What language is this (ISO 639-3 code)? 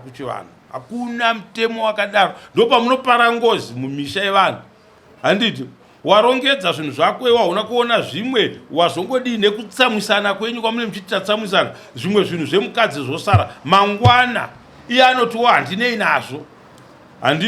sna